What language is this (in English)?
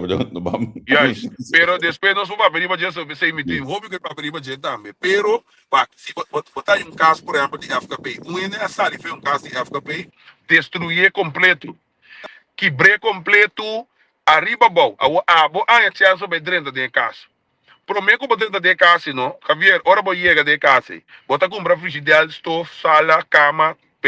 Papiamento